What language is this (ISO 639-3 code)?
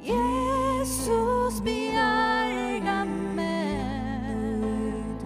fao